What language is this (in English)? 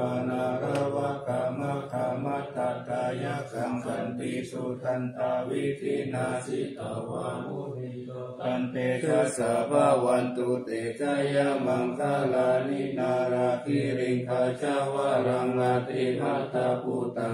Pali